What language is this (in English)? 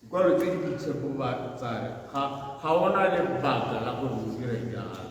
Tswana